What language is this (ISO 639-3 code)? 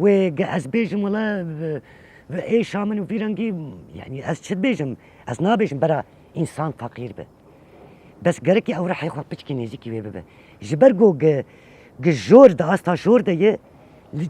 kur